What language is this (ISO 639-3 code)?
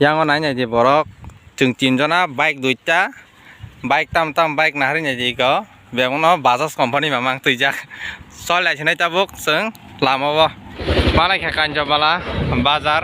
trp